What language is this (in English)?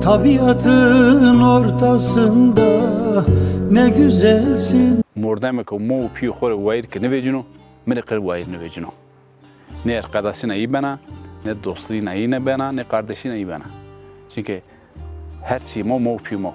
Zaza